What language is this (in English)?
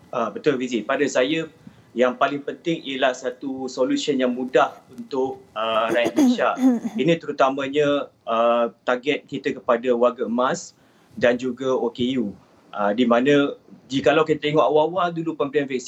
Malay